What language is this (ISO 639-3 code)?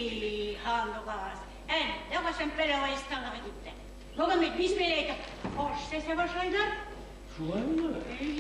bak